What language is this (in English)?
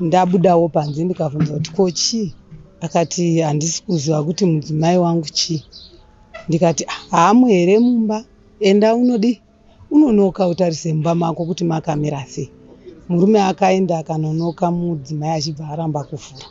Shona